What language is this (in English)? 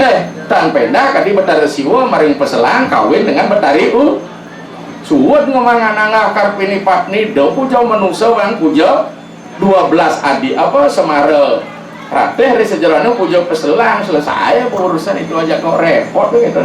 Balinese